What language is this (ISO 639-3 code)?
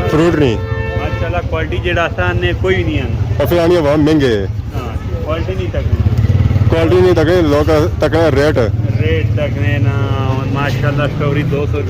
phr